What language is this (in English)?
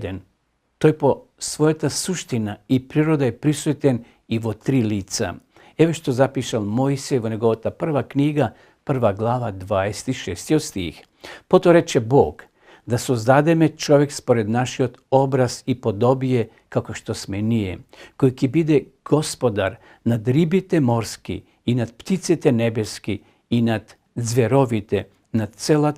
Macedonian